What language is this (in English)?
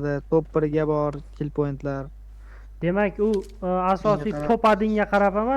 Uzbek